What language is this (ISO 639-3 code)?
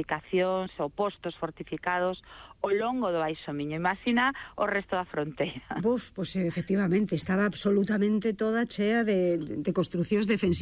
glg